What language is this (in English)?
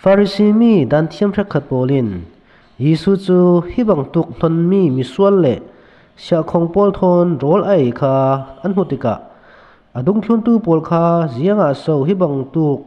Falam Chin